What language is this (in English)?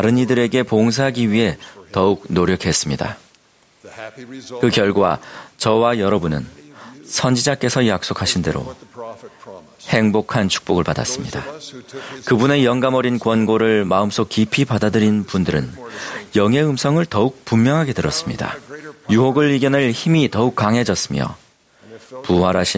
Korean